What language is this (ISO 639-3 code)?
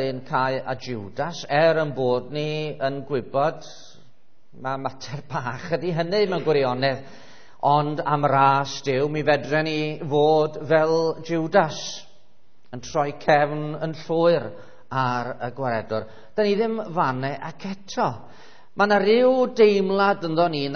cym